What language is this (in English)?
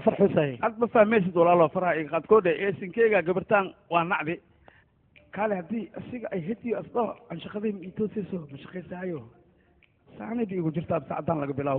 Somali